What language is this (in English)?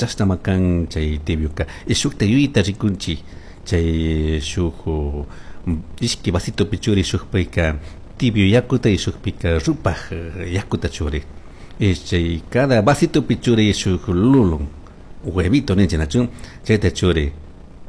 Chimborazo Highland Quichua